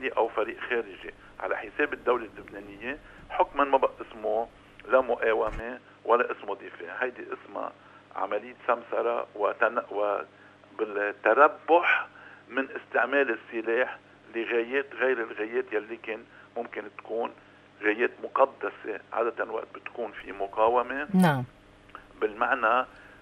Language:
North Levantine Arabic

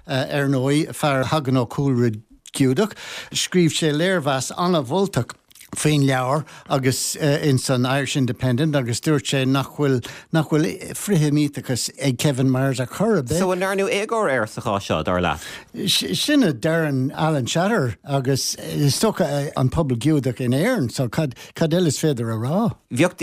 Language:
Irish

